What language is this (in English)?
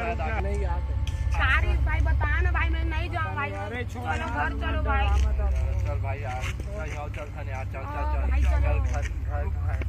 Chhattisgarhi